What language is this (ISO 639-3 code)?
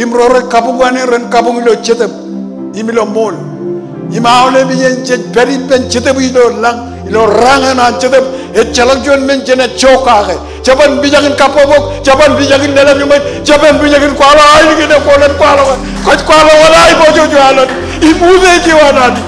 mah